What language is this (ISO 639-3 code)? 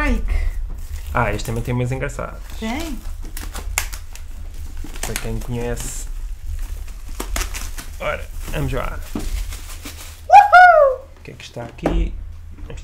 por